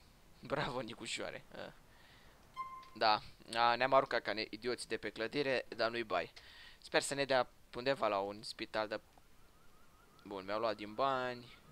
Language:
Romanian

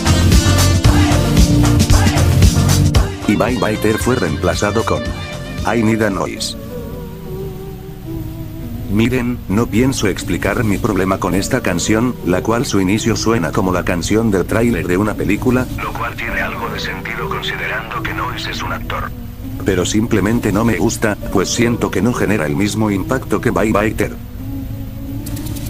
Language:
Spanish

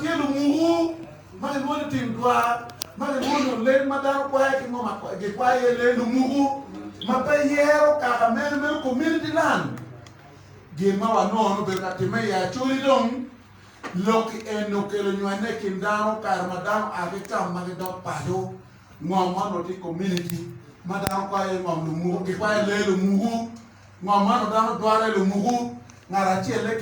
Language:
Acoli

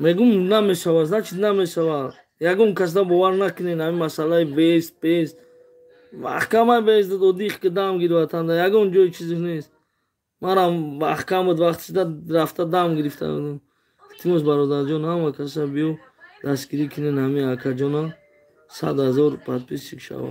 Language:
Tajik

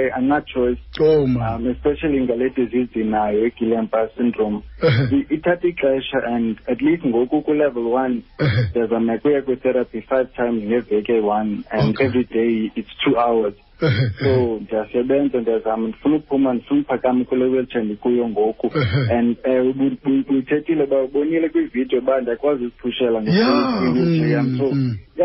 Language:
Xhosa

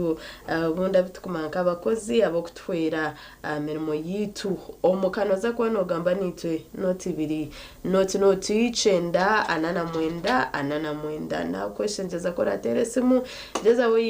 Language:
Nyankole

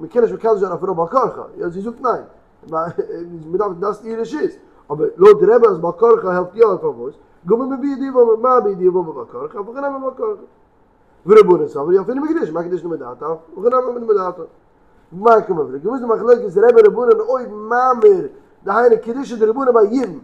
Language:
Yiddish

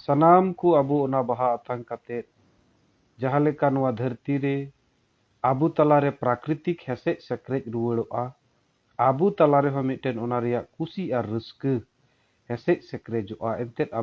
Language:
Santali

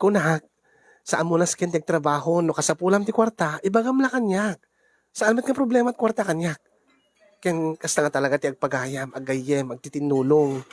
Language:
Iloko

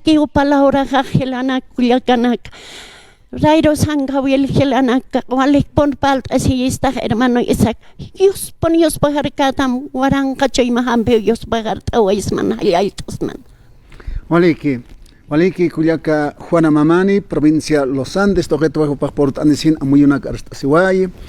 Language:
Aymara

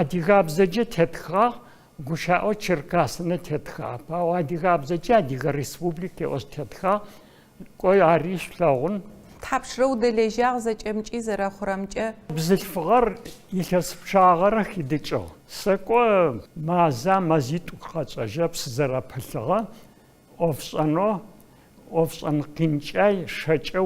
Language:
Adyghe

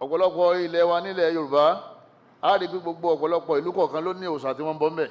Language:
Yoruba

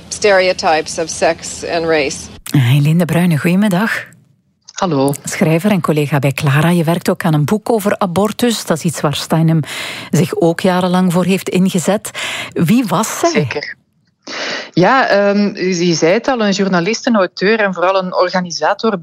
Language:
Dutch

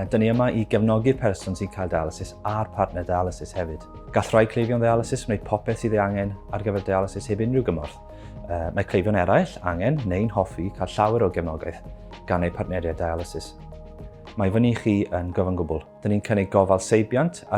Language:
Welsh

